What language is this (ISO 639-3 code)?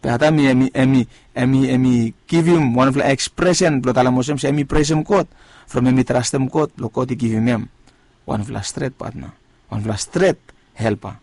bis